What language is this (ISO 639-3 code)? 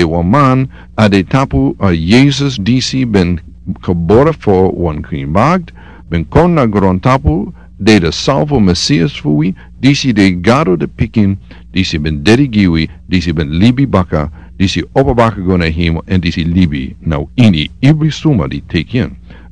srn